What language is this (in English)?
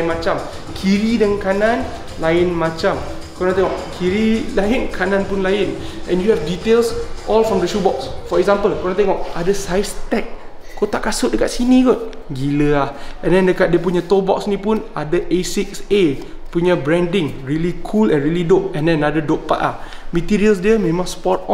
Malay